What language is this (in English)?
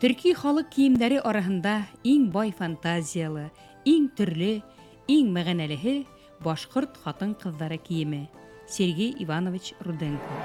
Bashkir